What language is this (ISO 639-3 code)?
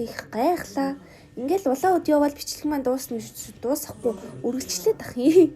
mon